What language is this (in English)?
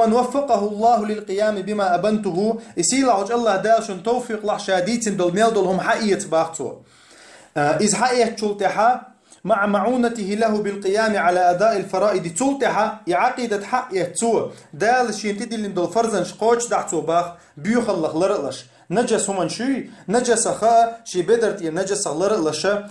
Chechen